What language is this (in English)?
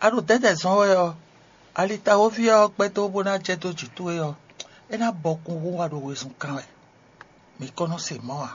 Fon